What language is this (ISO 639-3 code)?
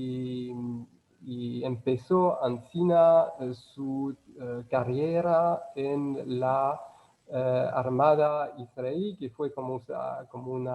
lad